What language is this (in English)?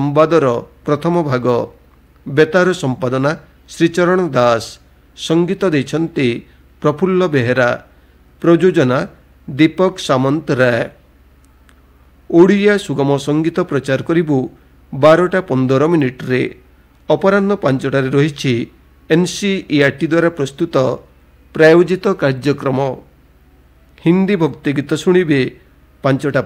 Odia